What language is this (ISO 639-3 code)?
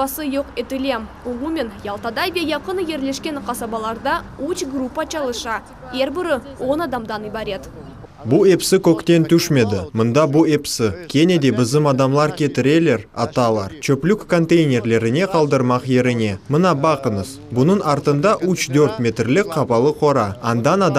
crh